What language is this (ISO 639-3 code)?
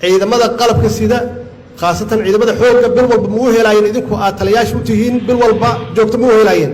som